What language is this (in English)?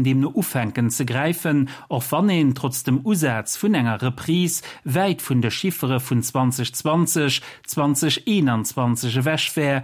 Luxembourgish